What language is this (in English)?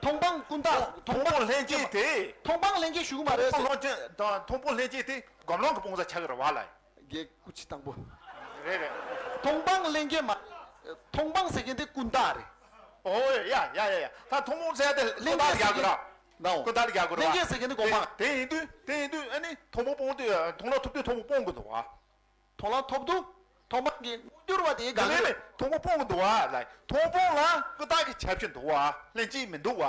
Tibetan